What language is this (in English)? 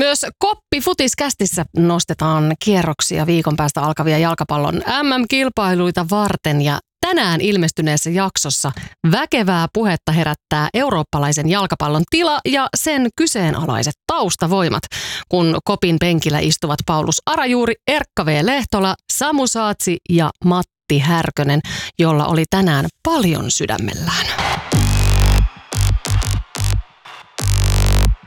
Finnish